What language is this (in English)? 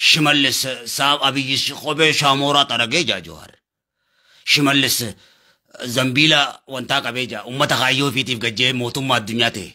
Oromo